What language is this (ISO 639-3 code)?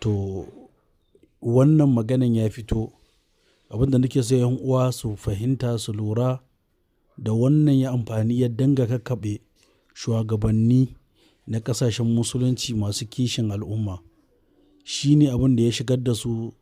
hau